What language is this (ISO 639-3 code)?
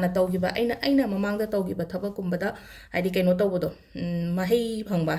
mni